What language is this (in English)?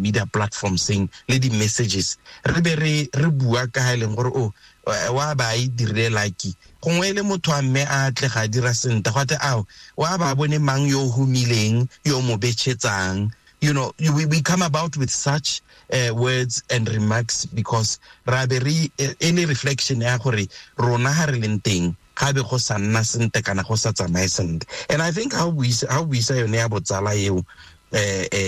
Tswana